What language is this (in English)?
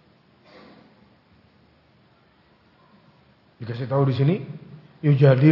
Indonesian